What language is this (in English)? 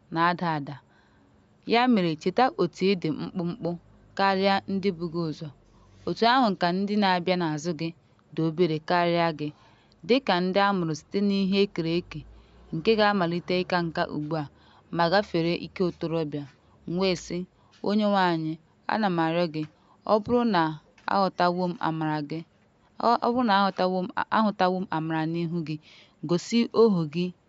Igbo